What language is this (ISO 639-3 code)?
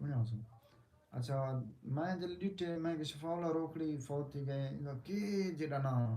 skr